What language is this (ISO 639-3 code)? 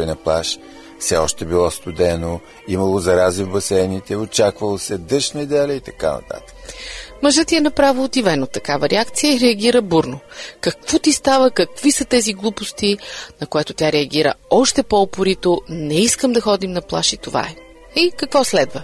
bul